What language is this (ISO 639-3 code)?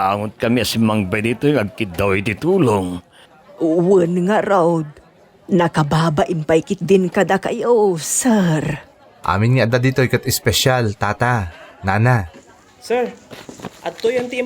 ilo